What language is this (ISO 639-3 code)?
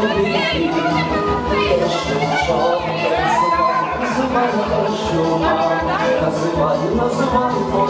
ukr